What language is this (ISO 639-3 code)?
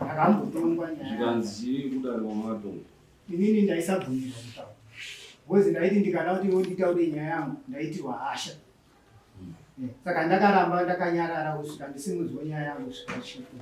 sna